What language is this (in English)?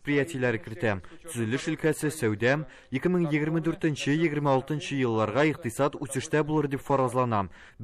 Tatar